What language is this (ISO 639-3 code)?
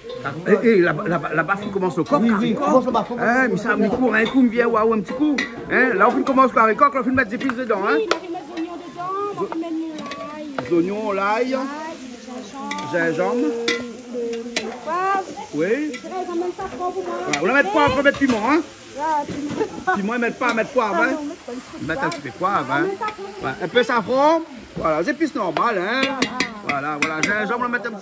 rcf